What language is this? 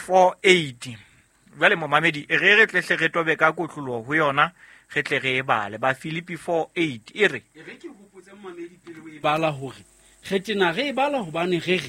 Southern Sotho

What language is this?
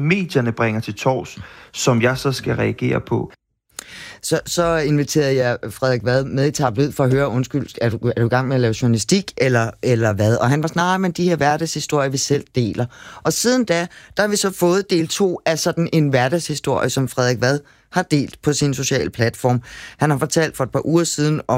Danish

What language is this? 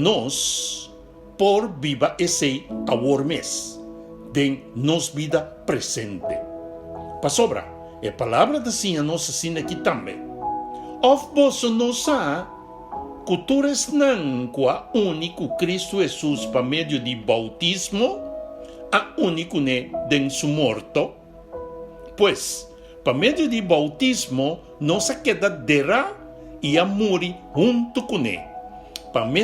Papiamento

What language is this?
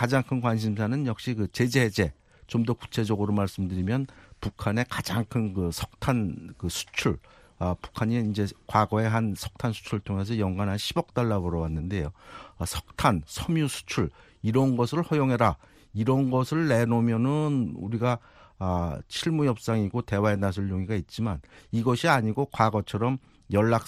Korean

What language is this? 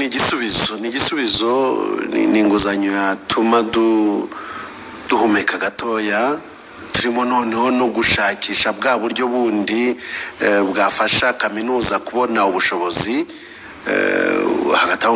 Kinyarwanda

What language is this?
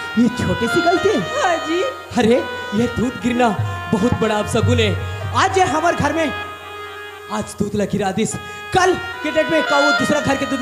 Chhattisgarhi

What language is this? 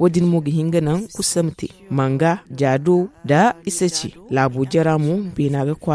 Zarma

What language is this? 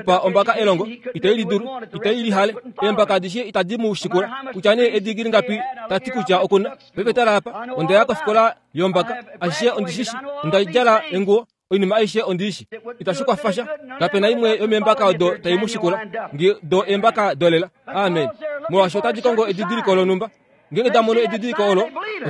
Kuanyama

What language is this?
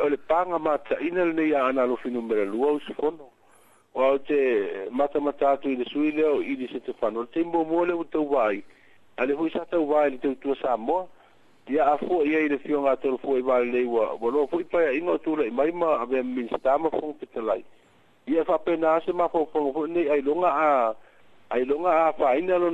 Samoan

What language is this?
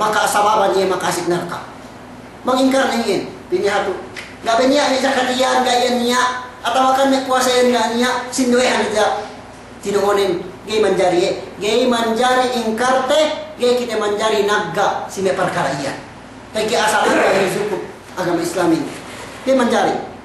Yakan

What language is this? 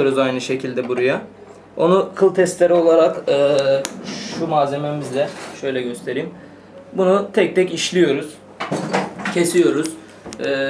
Turkish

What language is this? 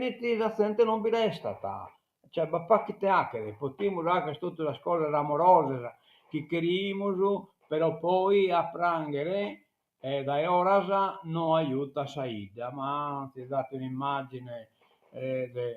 Sardinian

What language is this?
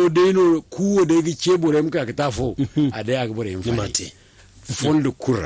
Zarma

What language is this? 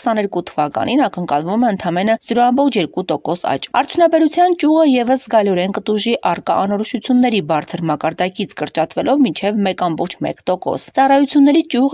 Armenian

